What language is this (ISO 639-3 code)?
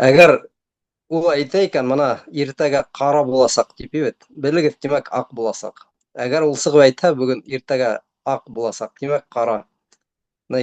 bak